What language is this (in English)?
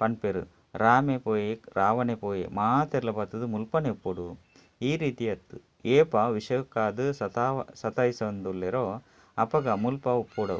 Tulu